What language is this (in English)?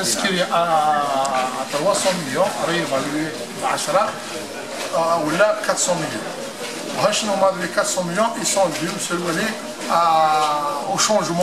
Kabyle